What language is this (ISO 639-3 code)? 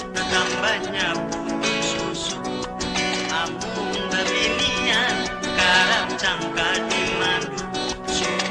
bjn